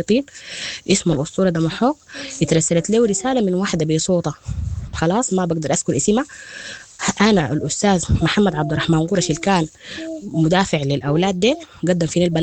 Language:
Sudanese Arabic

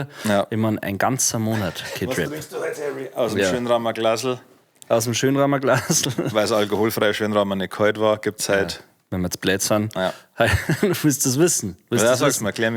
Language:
Bavarian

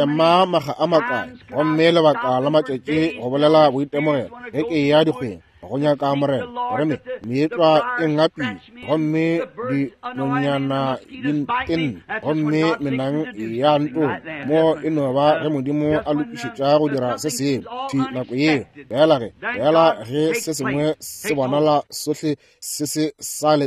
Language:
Northern Sotho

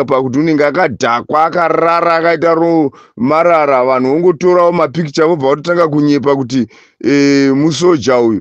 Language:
Shona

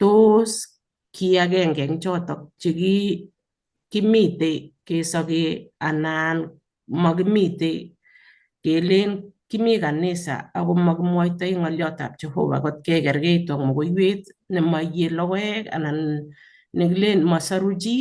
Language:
Kalenjin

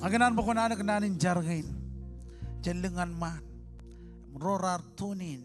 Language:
Marshallese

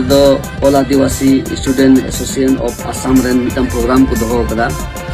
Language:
Santali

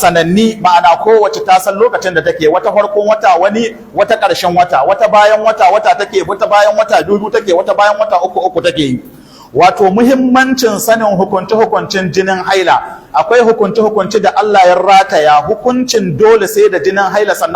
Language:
Hausa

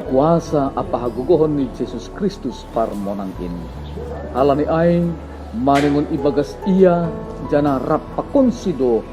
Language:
Batak Simalungun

